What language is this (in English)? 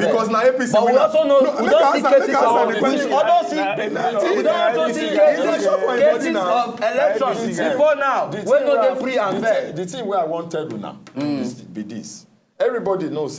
Nigerian Pidgin